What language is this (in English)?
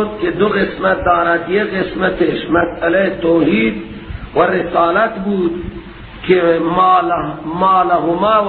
Persian